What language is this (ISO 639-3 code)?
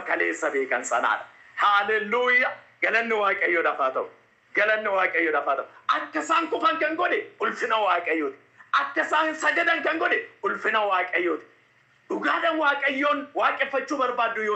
orm